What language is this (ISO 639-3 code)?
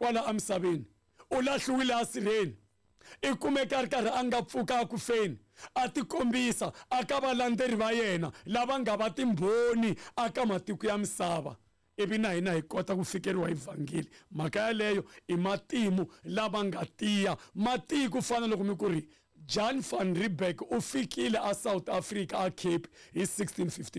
tso